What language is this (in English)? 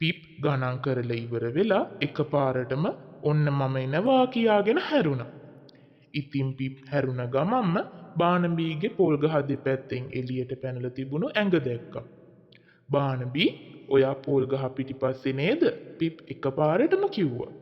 Sinhala